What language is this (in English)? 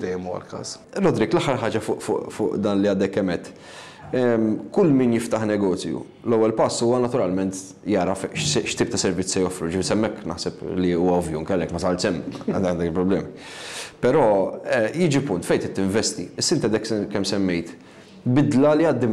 Maltese